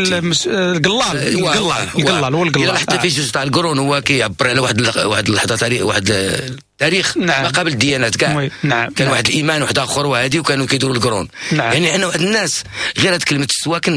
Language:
Moroccan Arabic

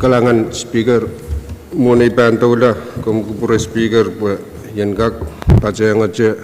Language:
Pohnpeian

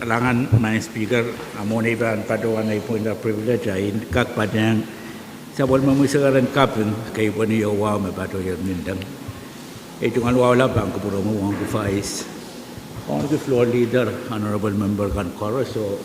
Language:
Pohnpeian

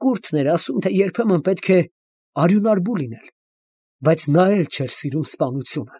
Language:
Armenian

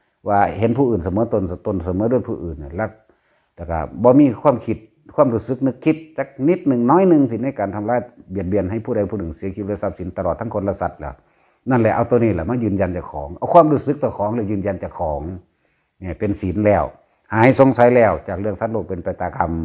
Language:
Northeastern Thai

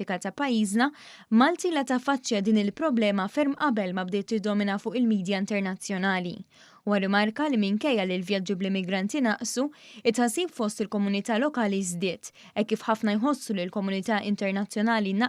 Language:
Maltese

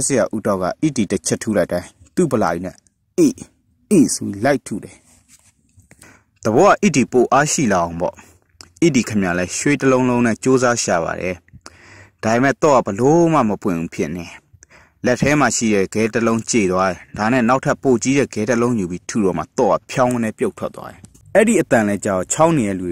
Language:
Burmese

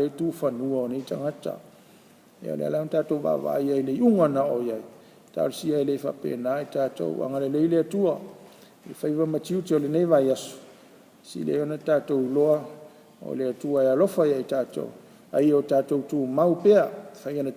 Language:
Samoan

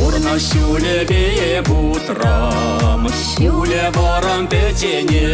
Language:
Chuvash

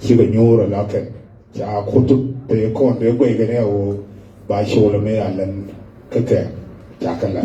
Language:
Nuer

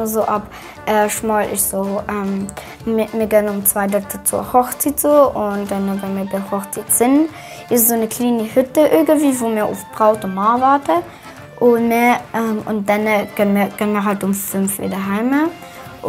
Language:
Swiss German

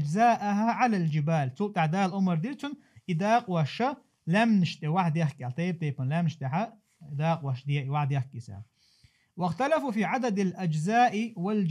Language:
Chechen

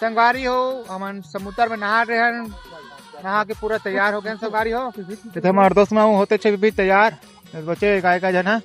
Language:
Chhattisgarhi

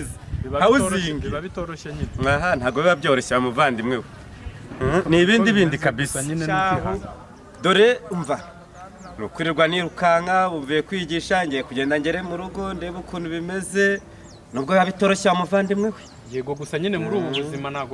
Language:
Kinyarwanda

